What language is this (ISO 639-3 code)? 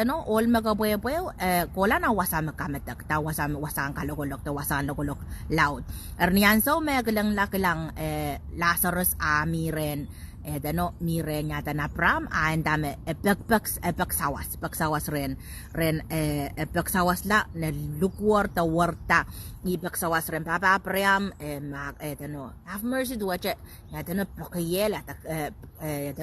pon